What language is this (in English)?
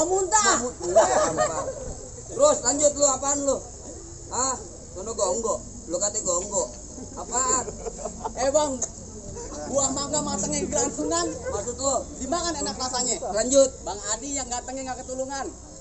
Betawi